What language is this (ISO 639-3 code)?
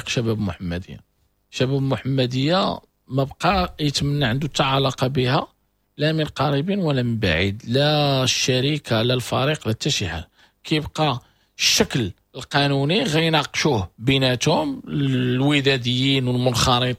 ary